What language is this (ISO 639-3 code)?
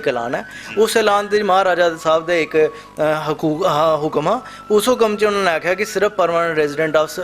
doi